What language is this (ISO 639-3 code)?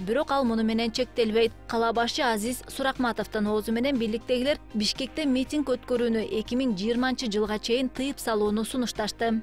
kir